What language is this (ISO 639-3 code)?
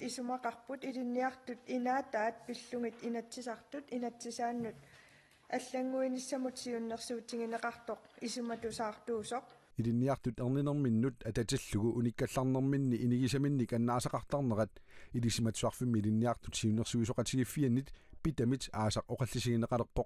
kal